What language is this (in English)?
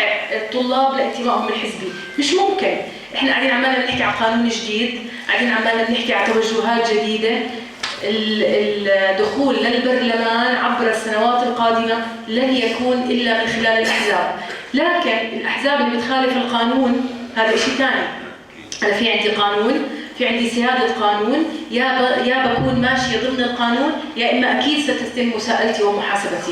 North Levantine Arabic